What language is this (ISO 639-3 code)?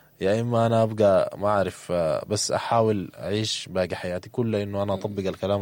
apd